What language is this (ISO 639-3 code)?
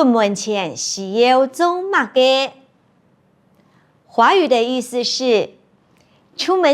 hak